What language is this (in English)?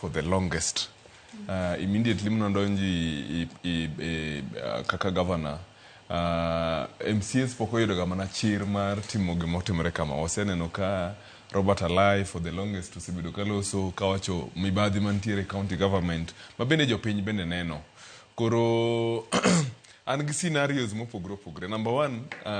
Luo (Kenya and Tanzania)